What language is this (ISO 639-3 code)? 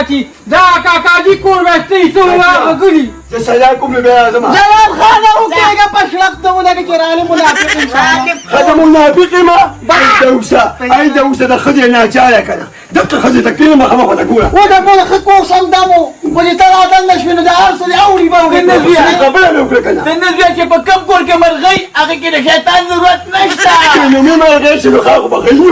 pus